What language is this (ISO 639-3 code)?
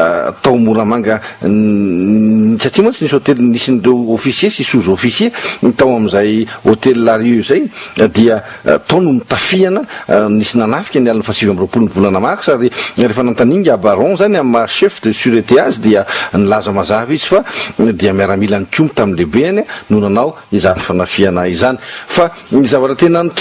mlg